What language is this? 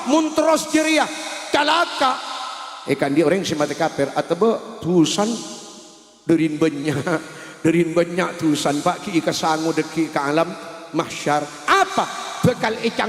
Madurese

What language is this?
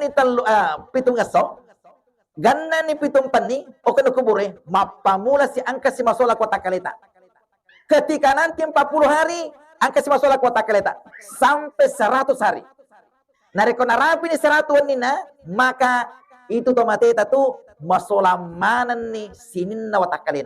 Buginese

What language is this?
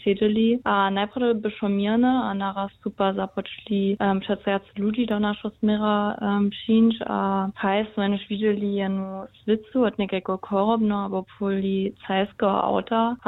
Upper Sorbian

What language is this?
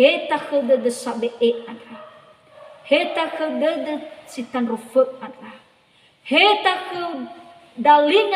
Nias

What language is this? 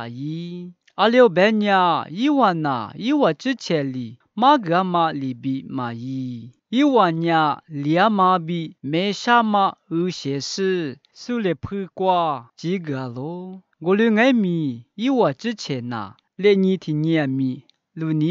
Lisu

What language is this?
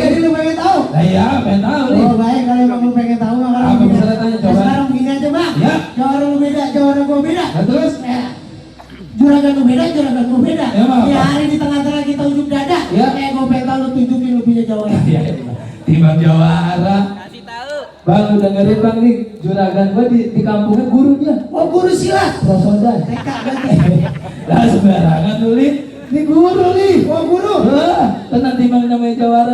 Betawi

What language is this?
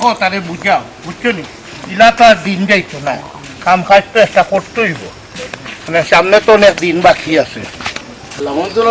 Sylheti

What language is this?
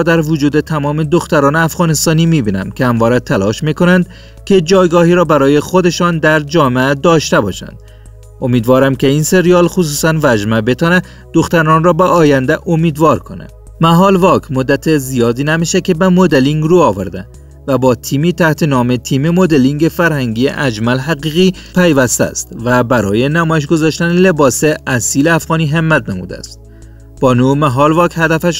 Persian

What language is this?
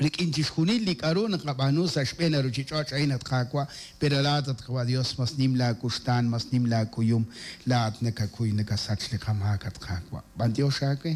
Kekchí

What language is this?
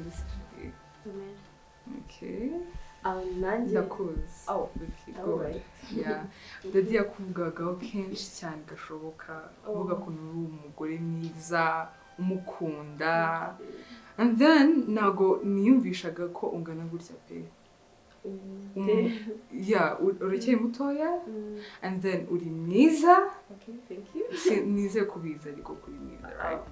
Kinyarwanda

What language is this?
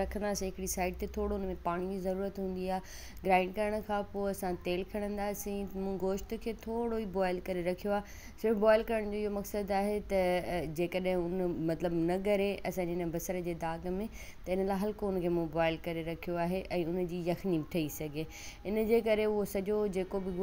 Sindhi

